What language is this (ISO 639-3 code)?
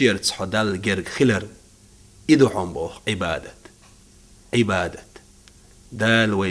che